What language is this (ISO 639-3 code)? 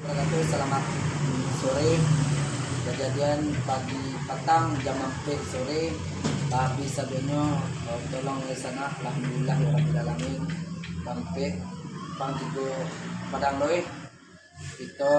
min